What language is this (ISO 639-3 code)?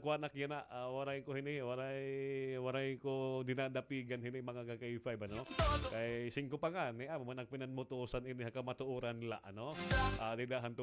war